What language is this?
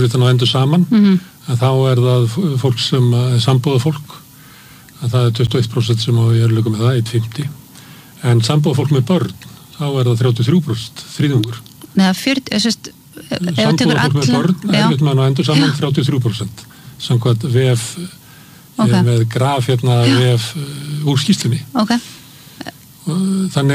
Icelandic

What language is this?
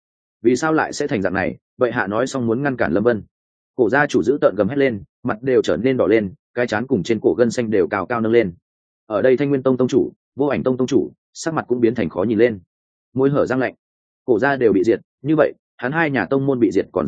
Vietnamese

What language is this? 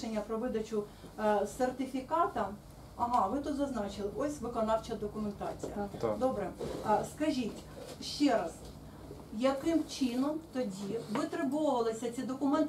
Ukrainian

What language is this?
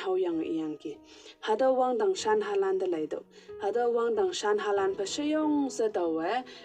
Konyak Naga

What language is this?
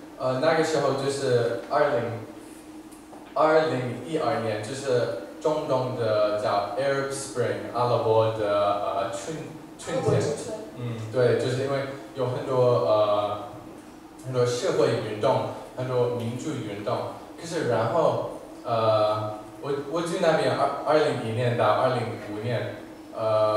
Chinese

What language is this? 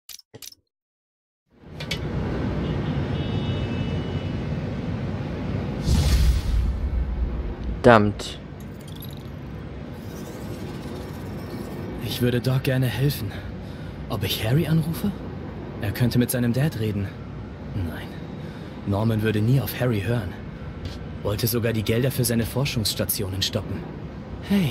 German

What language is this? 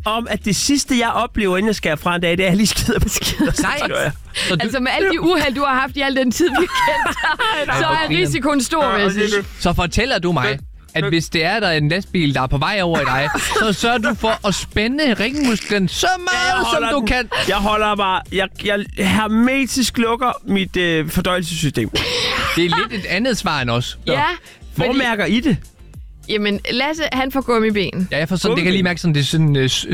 Danish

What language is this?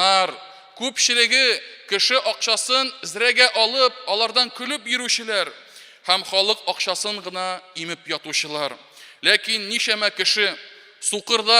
Tatar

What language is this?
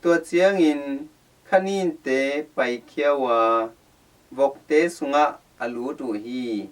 Tedim Chin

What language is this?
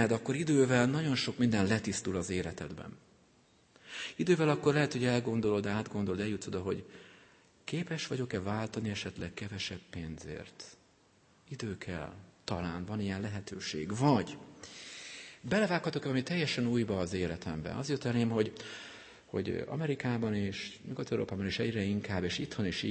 Hungarian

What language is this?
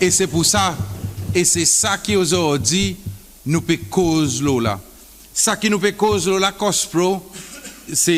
Seselwa Creole French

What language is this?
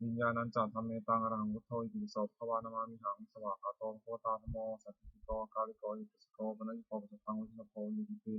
Pali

